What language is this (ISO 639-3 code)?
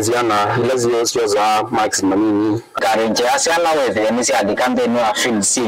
kam